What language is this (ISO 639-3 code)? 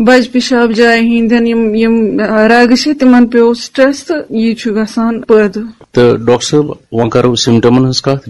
kas